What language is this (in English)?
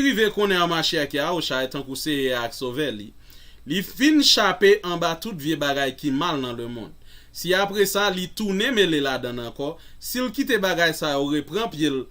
Haitian Creole